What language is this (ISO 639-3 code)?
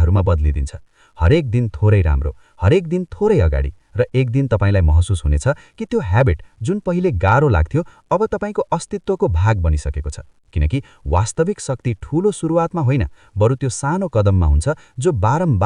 nep